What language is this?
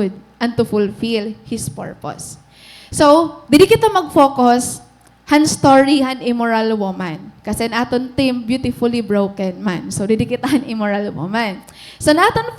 Waray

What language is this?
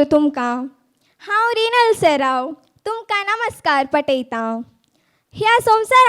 Konkani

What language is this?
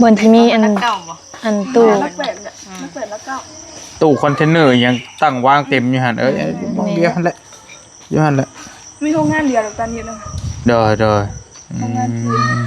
Northeastern Thai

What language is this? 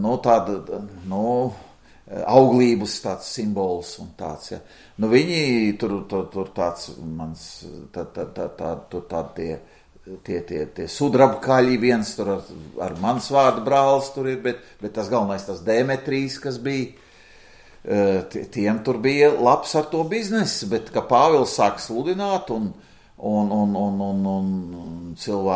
Latvian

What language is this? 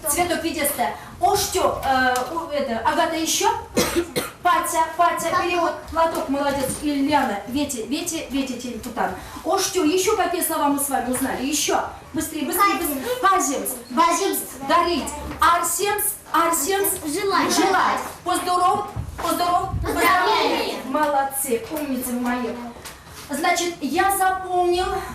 Erzya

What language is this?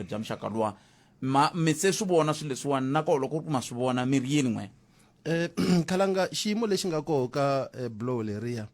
Tsonga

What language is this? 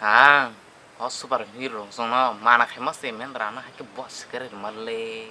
Kok Borok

